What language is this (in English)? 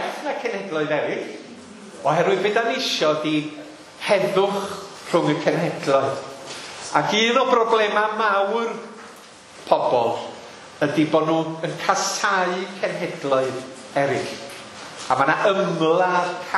Welsh